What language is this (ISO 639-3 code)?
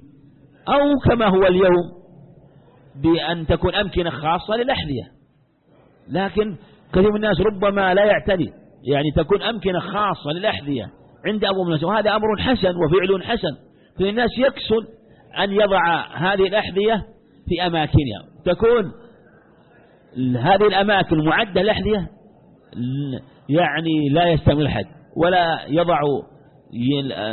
ara